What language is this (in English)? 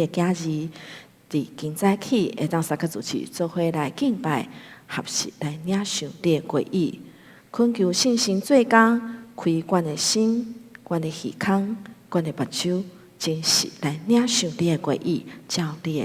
Min Nan Chinese